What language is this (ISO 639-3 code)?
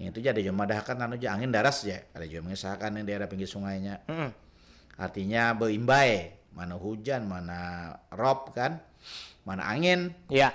bjn